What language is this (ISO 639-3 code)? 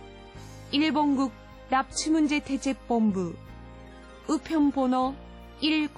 kor